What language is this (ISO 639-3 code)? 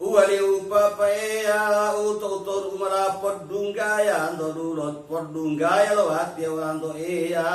gor